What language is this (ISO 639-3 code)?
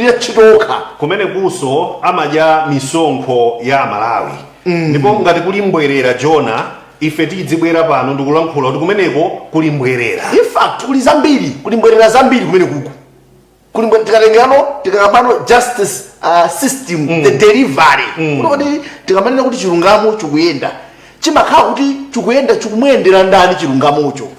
nya